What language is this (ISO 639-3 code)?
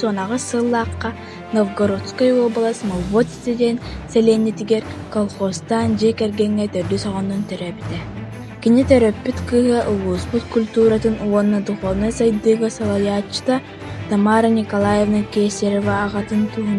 sah